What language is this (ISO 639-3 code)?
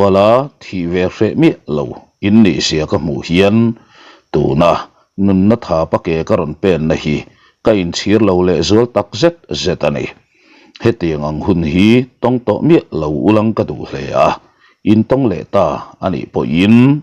lus